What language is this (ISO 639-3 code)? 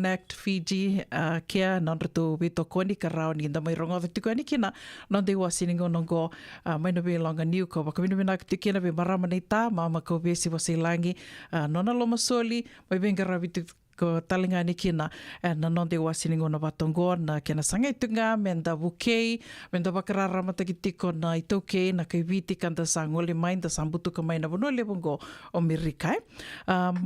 fij